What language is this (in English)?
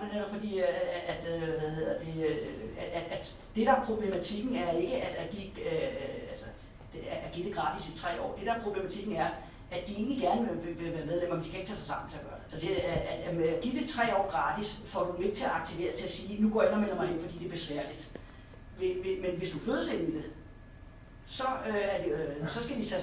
Danish